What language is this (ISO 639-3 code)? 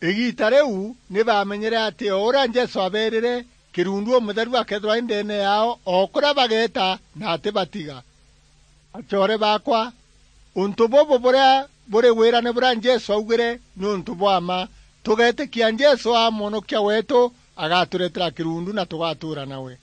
mer